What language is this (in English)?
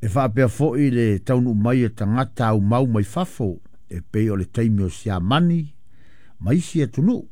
Samoan